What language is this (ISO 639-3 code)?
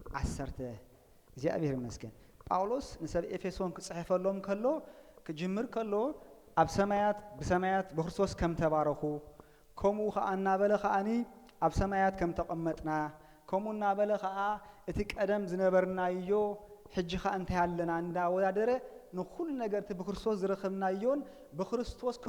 tir